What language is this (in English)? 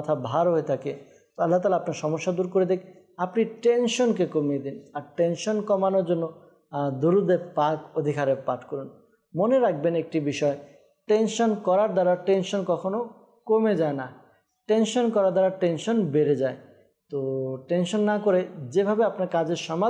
Bangla